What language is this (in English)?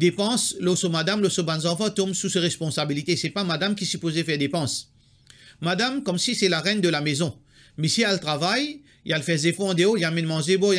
Morisyen